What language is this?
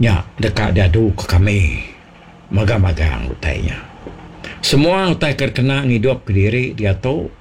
Iban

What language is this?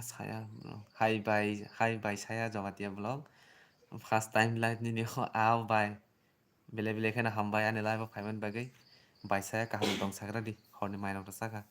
Kok Borok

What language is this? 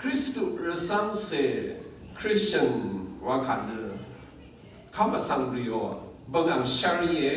Rawang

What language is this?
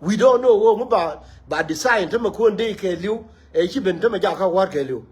Nuer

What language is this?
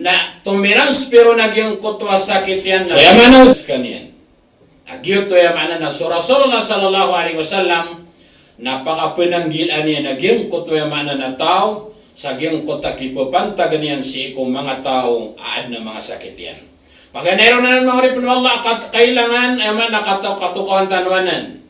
Maranao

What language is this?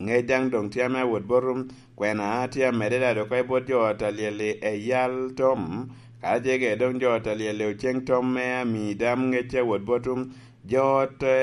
Lango (Uganda)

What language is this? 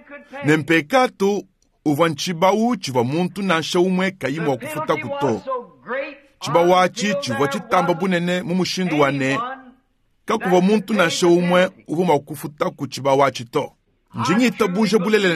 Luba-Lulua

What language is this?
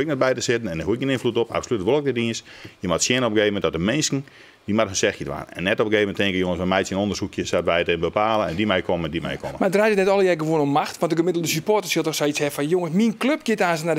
Western Frisian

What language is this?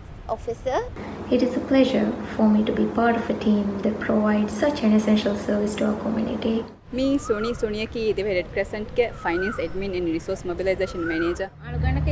Divehi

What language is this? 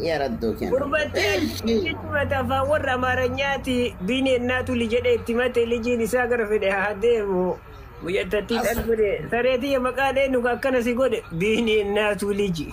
Oromo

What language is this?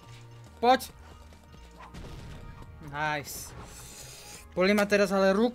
Slovak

